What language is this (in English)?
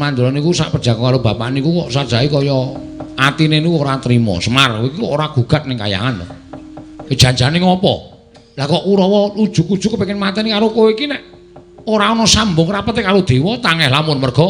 Javanese